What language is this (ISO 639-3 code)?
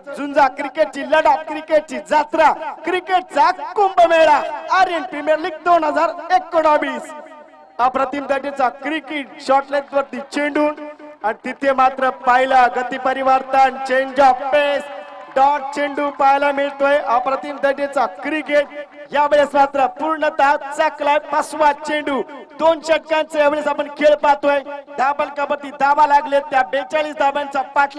mar